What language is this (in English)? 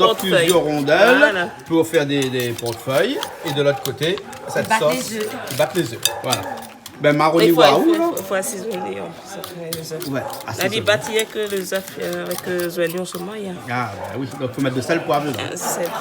Réunion Creole French